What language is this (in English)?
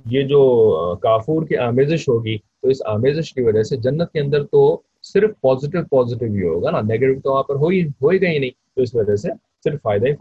Urdu